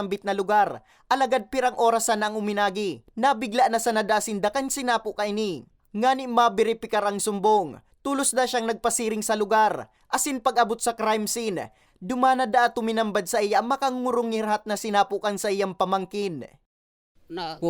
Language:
Bikol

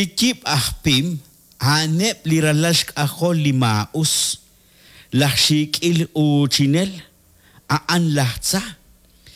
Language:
Kekchí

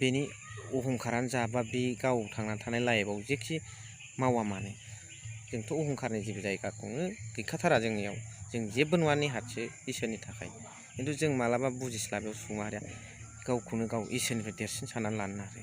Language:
Bodo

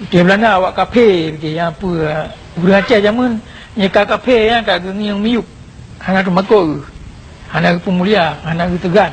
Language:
Achinese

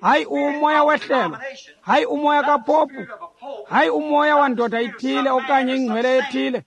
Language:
Xhosa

